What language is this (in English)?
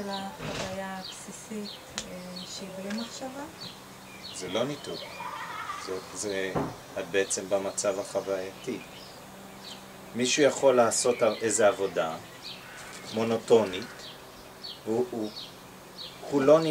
Hebrew